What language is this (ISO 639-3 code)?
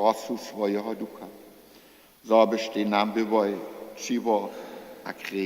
hsb